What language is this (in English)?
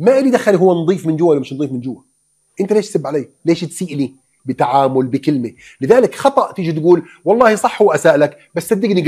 Gulf Arabic